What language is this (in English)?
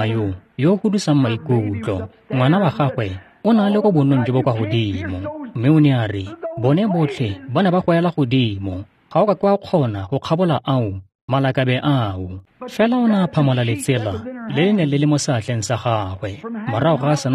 Tswana